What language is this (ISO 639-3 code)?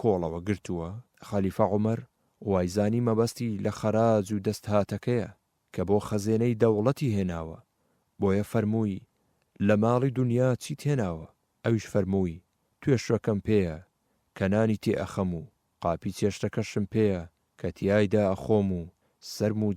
ckb